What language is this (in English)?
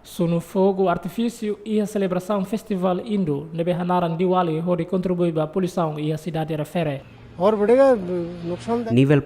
Tetum